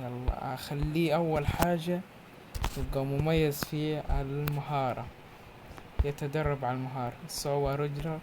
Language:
Egyptian Arabic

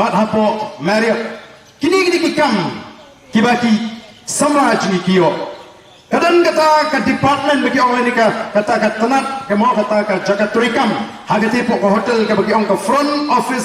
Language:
Khasi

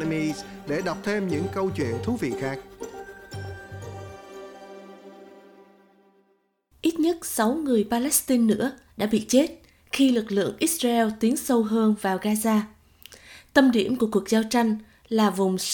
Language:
Vietnamese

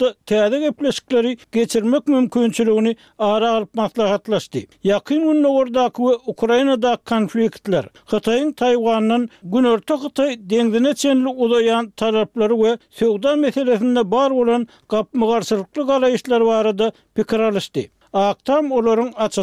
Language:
Turkmen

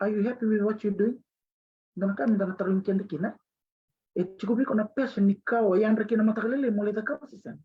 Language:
Fijian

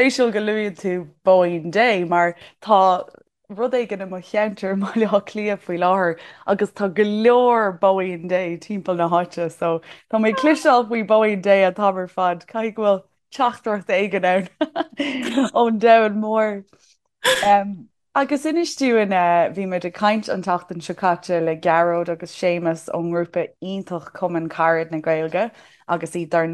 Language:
Irish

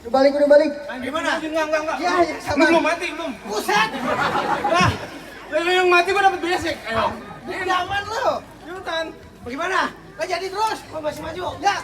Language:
Betawi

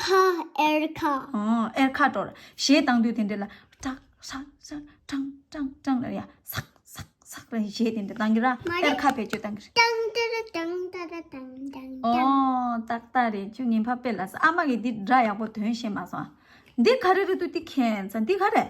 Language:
Tibetan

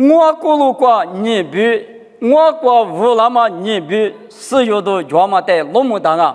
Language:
Lisu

